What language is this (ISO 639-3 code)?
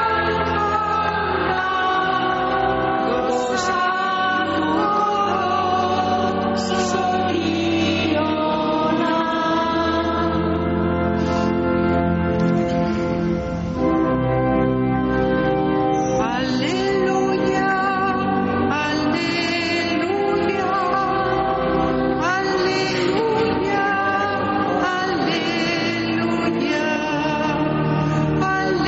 eus